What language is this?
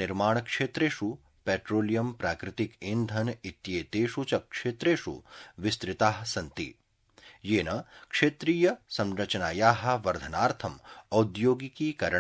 Sanskrit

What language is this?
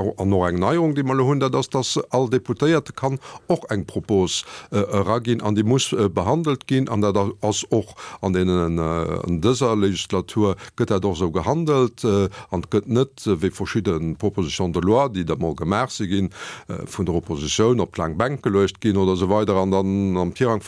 Luxembourgish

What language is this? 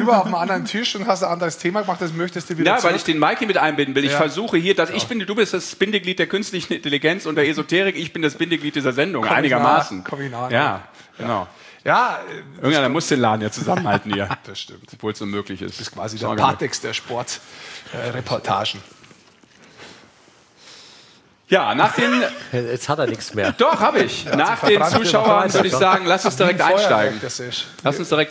German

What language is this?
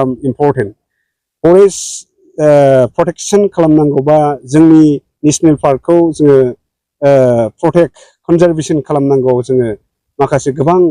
Bodo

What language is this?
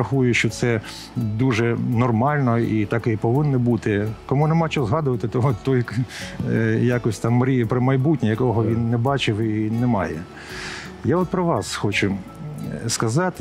Ukrainian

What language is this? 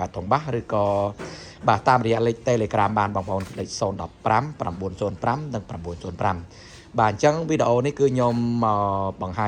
Khmer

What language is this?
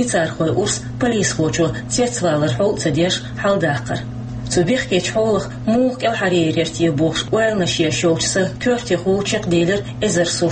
Chechen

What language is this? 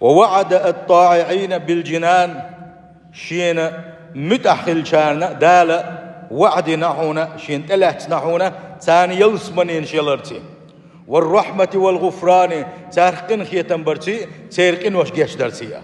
Chechen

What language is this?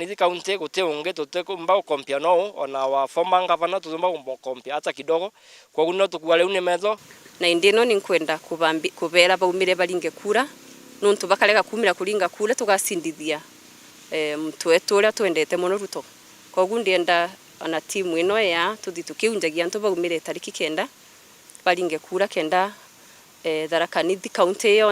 Meru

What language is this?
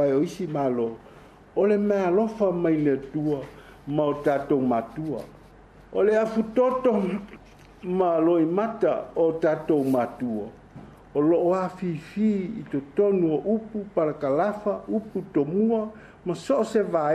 Samoan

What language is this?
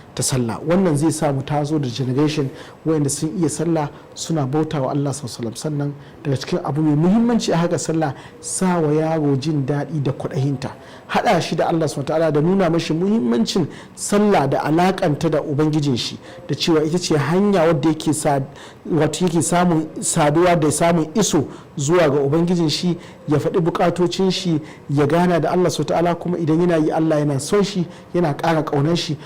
Hausa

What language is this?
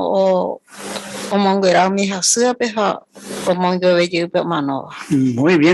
Guarani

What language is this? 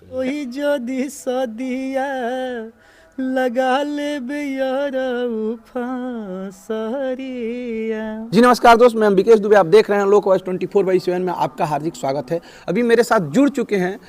Bhojpuri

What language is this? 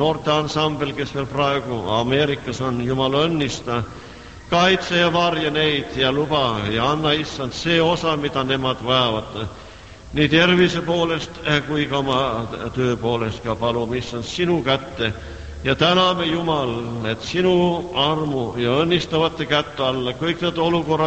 Estonian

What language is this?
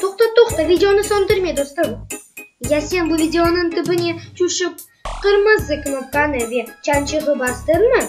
Crimean Tatar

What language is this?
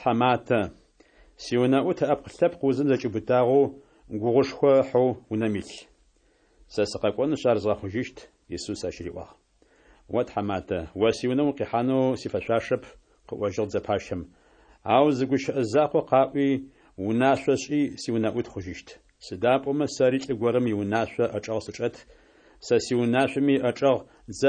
Kabardian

